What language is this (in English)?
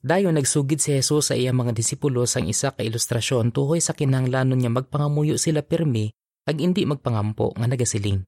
Hiligaynon